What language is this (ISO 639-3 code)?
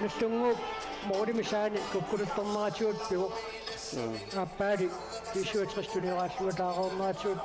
kal